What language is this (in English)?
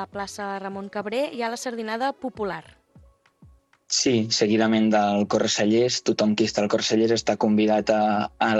Catalan